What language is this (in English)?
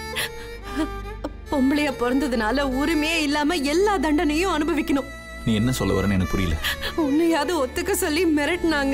Tamil